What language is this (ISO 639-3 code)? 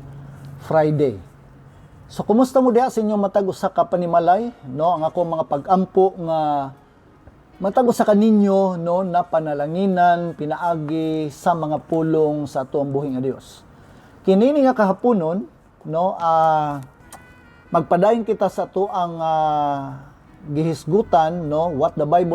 ceb